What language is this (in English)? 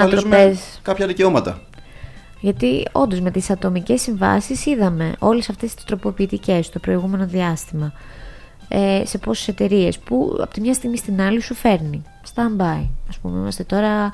Greek